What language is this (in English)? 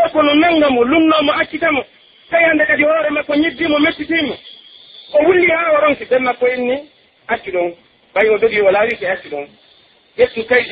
Pular